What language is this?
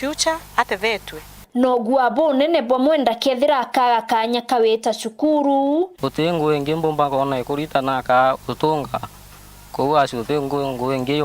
Meru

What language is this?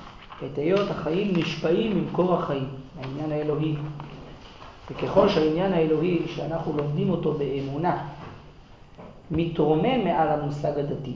Hebrew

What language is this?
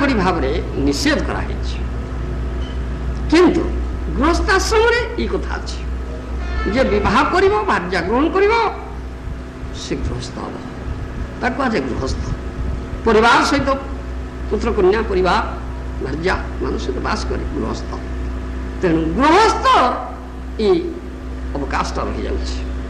Odia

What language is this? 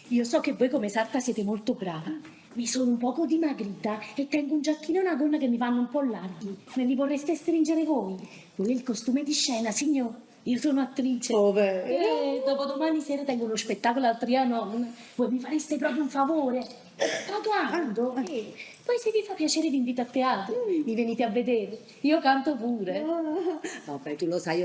Neapolitan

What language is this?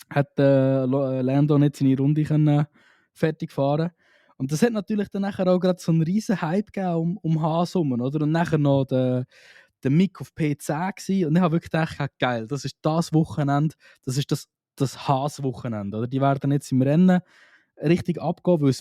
Swiss German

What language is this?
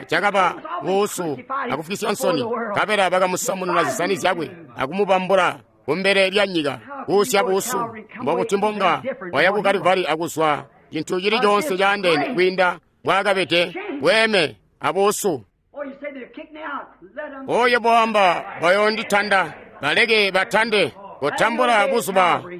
Tonga (Zambia)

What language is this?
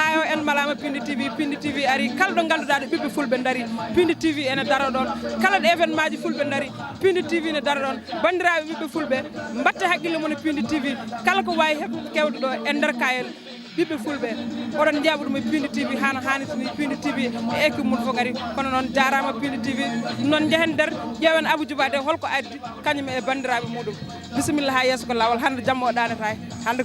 Fula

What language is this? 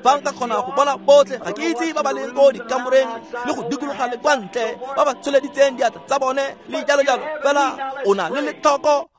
Tswana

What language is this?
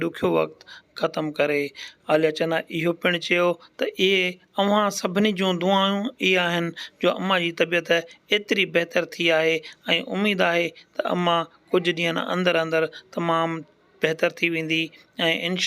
Sindhi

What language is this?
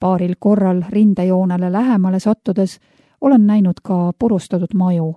Estonian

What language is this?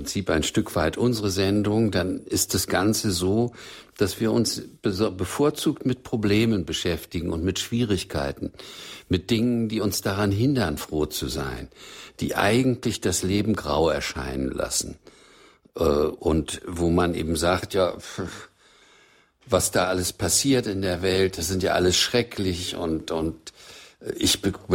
German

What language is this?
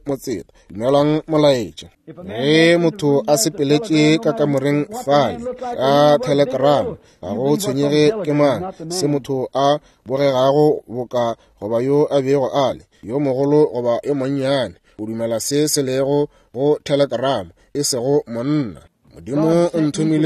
Northern Sotho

